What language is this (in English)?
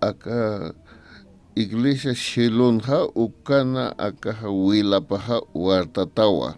Aymara